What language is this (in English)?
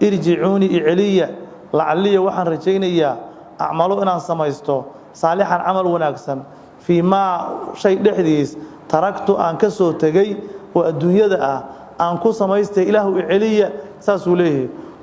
Somali